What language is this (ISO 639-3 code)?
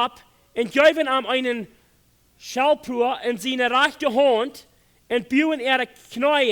pdt